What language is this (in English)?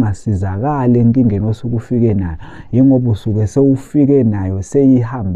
Zulu